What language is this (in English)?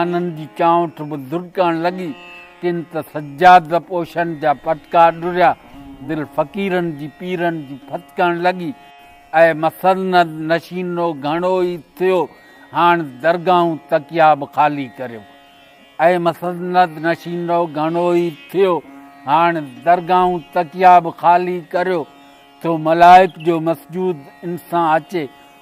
Sindhi